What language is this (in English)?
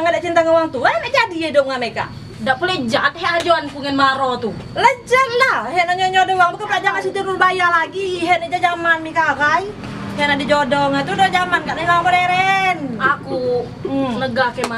Musi